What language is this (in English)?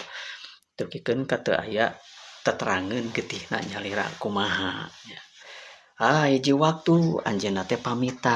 Sundanese